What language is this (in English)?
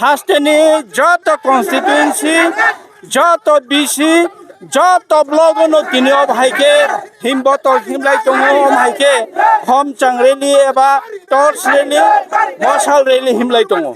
Kok Borok